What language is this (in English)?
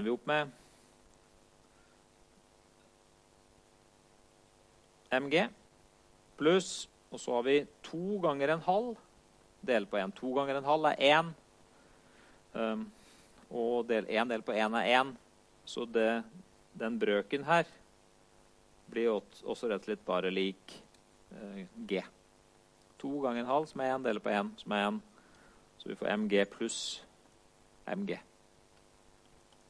Norwegian